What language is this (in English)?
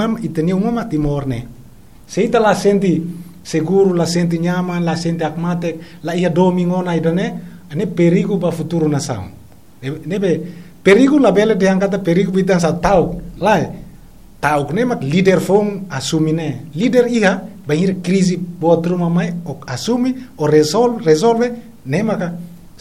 Tetum